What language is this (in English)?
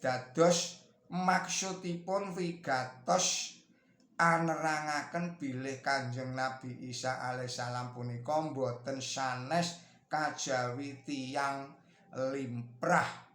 Javanese